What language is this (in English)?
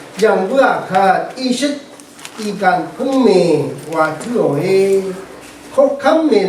Rawang